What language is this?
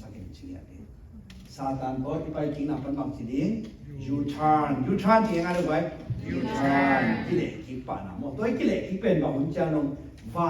Tedim Chin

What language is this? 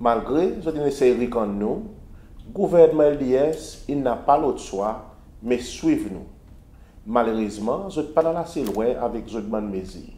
Seselwa Creole French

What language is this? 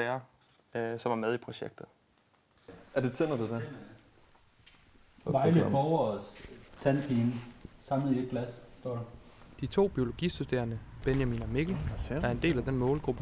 Danish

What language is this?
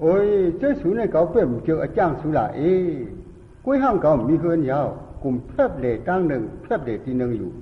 Shan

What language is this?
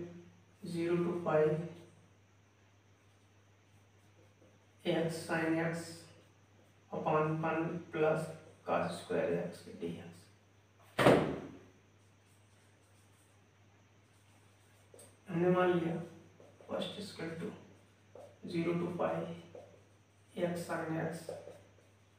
Hindi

